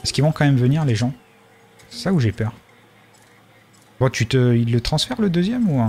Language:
French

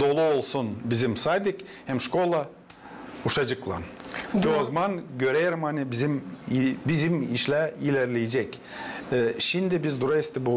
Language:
Gagauz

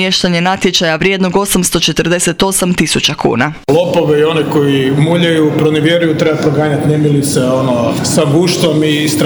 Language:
Croatian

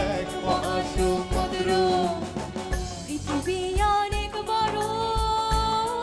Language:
Bangla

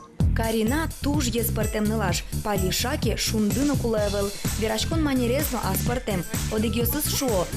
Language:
Udmurt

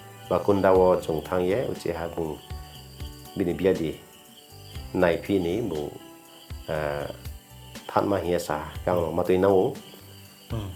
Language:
Riang (India)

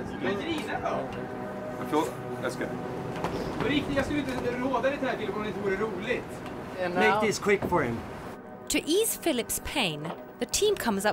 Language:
Swedish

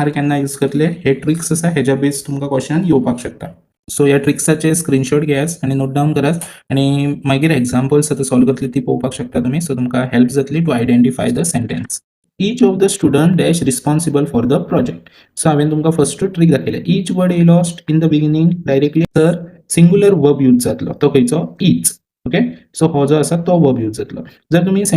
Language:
Konkani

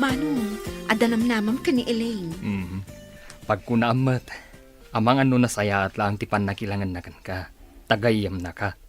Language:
Iloko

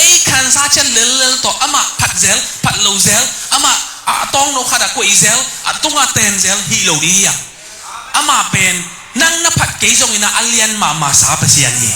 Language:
Tedim Chin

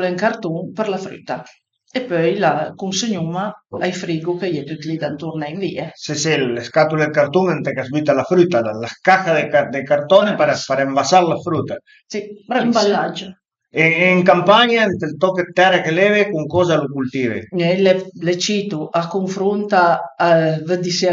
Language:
Piedmontese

